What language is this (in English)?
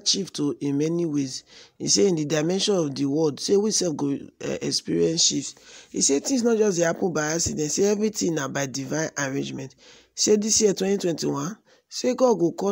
Nigerian Pidgin